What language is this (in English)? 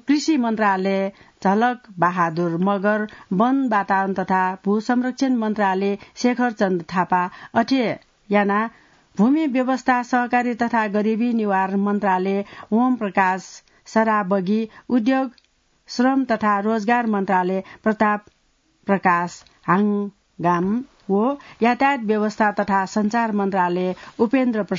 Newari